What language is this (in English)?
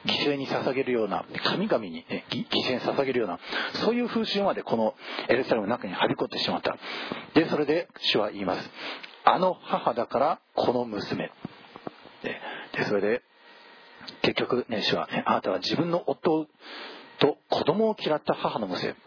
Japanese